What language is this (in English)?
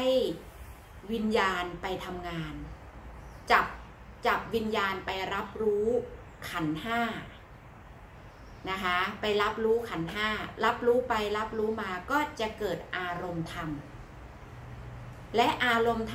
Thai